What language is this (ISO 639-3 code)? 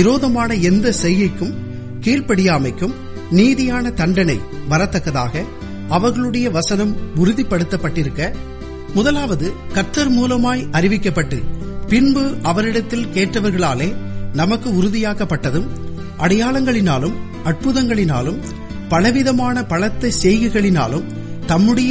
tam